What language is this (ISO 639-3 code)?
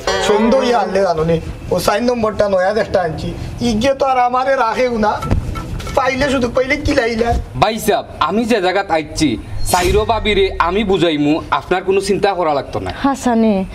syl